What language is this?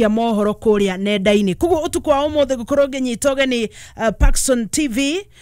Kikuyu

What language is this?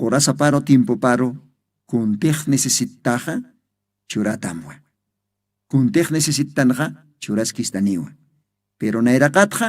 Aymara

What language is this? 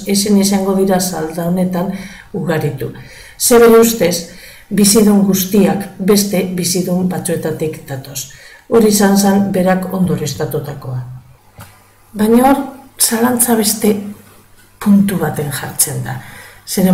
Basque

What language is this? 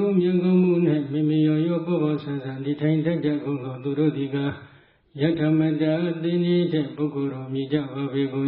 Burmese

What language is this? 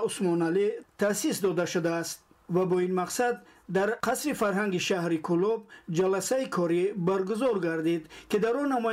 Tajik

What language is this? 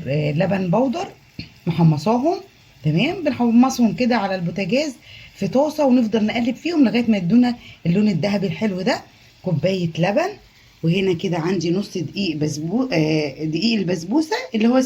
Egyptian Arabic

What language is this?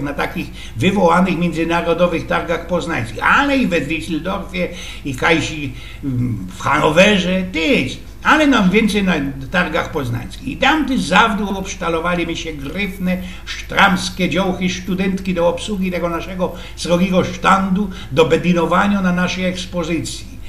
Silesian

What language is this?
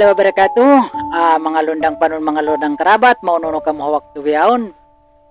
Tausug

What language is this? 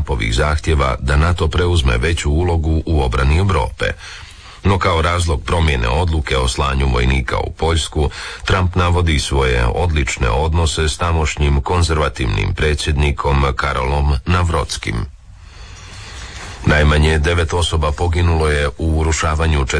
Croatian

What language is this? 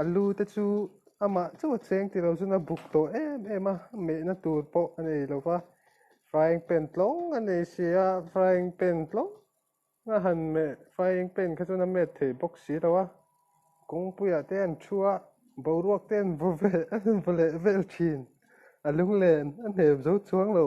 Mizo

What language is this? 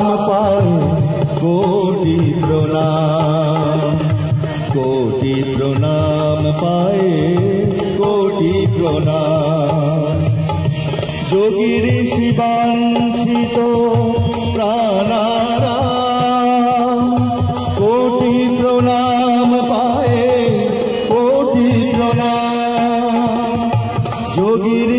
Bangla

